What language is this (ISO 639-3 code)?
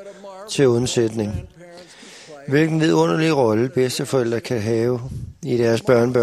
dan